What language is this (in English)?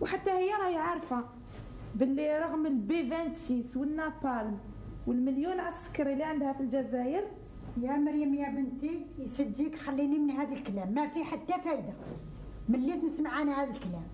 Algerian Arabic